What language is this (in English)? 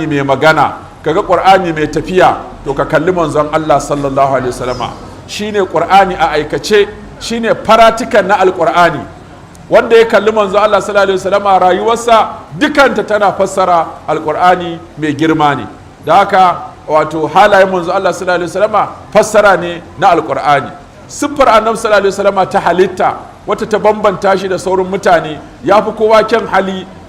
Hausa